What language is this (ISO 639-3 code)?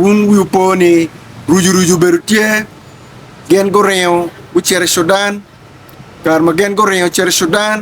ach